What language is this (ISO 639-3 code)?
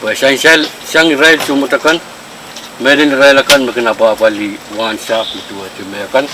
pon